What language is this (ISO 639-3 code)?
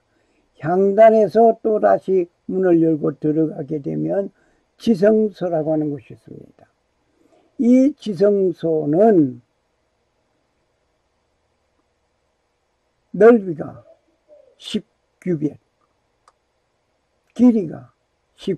kor